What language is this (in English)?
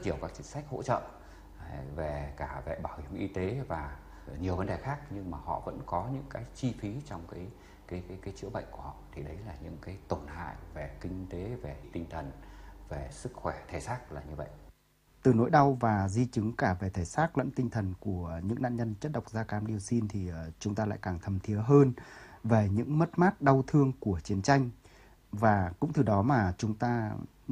Vietnamese